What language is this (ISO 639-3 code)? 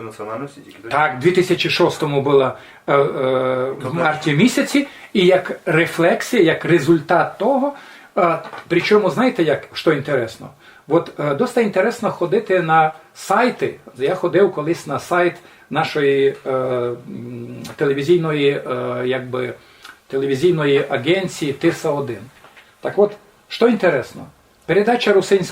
rue